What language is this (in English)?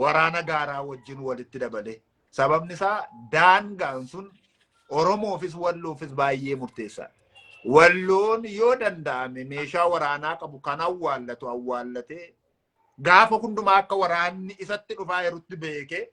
Oromo